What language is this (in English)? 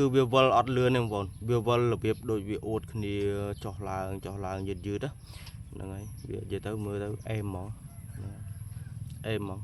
Khmer